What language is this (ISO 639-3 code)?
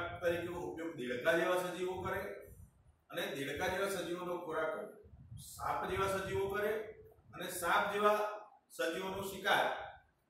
guj